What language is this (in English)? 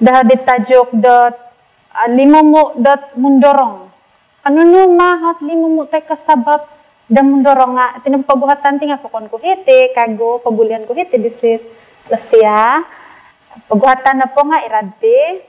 Central Dusun